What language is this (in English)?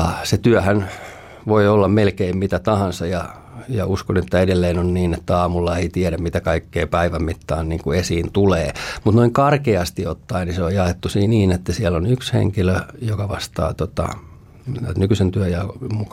Finnish